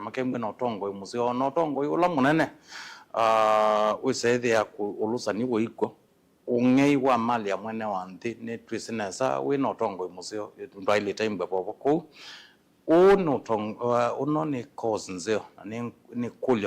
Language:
Kamba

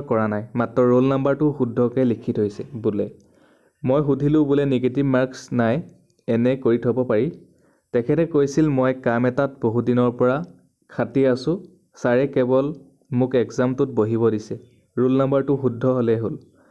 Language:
Assamese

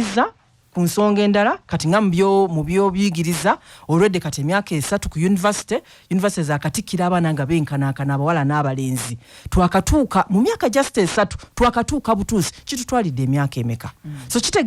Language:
Ganda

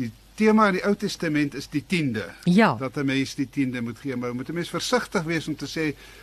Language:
Afrikaans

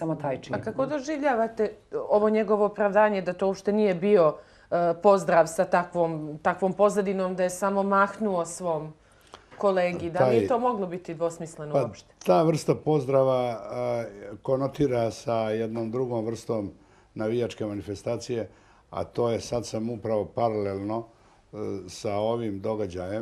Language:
Bosnian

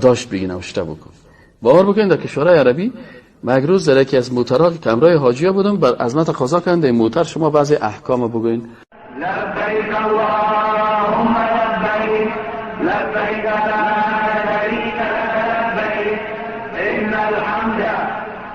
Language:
Persian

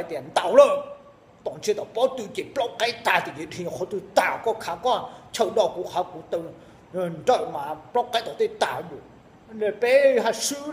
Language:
Hmong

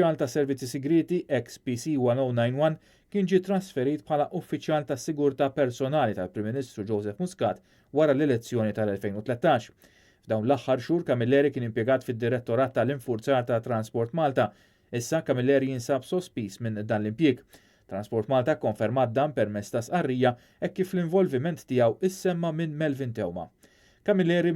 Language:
Maltese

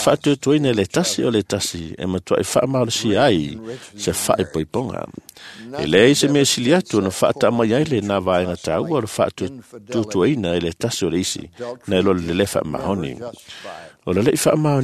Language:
Samoan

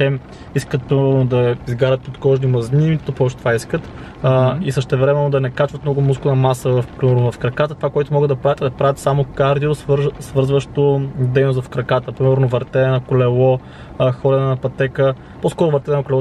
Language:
Bulgarian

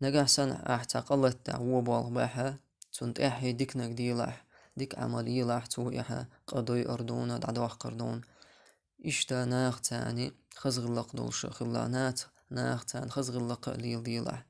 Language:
Chechen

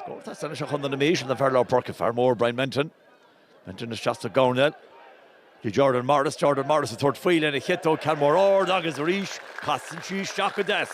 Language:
Irish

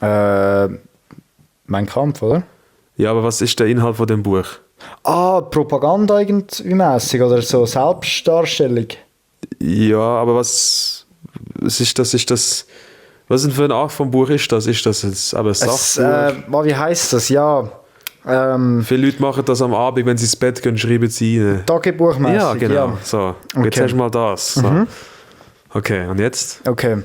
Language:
Swiss German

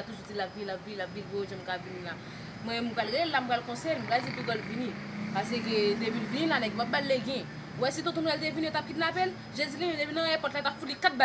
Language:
Haitian Creole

